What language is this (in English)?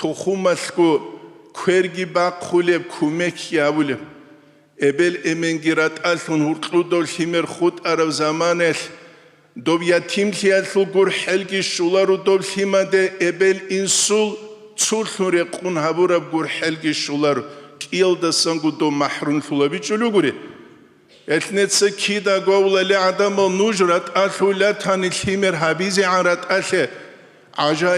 Avaric